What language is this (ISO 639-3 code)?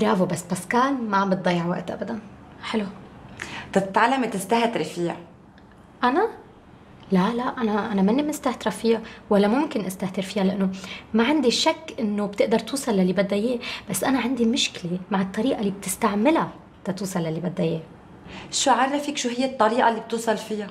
apc